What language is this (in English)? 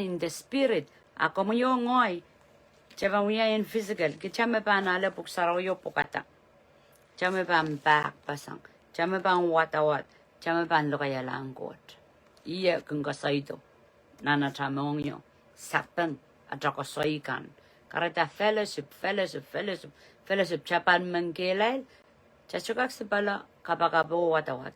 Pohnpeian